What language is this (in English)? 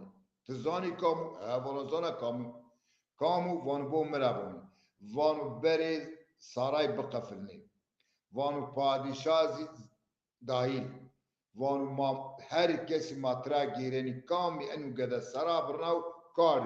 Zaza